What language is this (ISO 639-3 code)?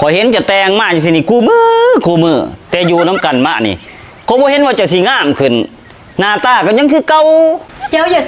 lao